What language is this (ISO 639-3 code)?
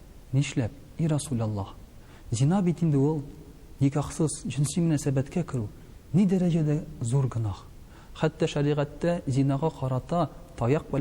tat